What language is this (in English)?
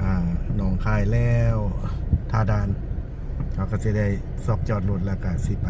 Lao